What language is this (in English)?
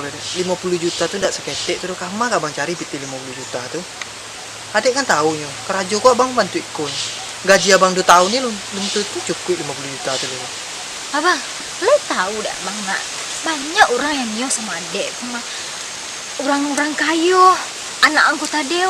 Minangkabau